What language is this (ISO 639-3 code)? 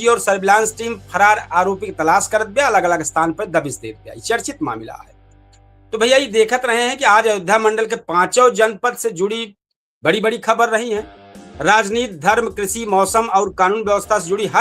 awa